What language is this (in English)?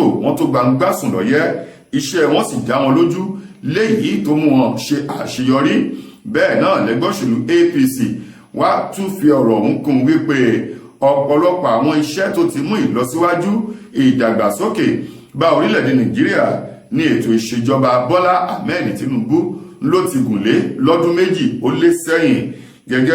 Yoruba